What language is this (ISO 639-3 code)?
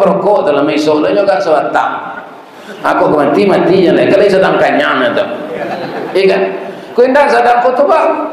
min